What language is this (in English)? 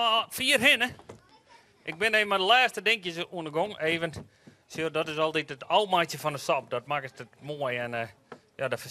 Western Frisian